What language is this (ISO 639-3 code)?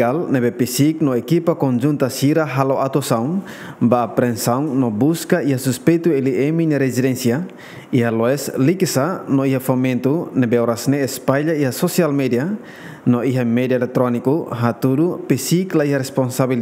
tet